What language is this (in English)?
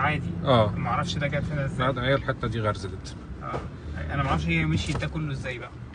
Egyptian Arabic